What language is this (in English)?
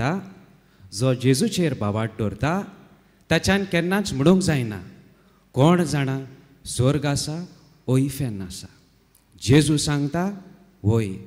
Konkani